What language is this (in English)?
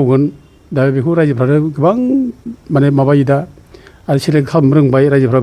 Bodo